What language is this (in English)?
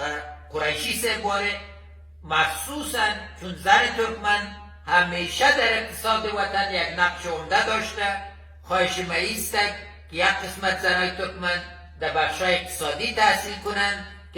Persian